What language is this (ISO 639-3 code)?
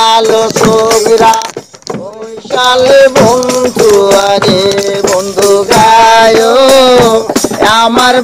ben